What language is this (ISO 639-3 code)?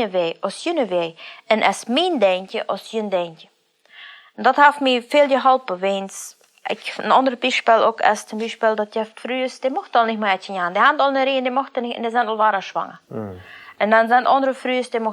pdt